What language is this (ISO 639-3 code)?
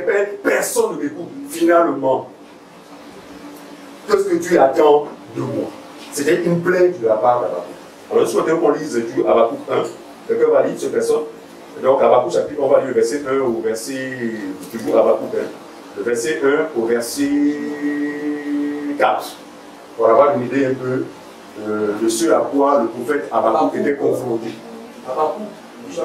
fra